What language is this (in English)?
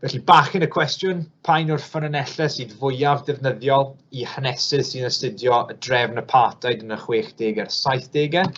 Welsh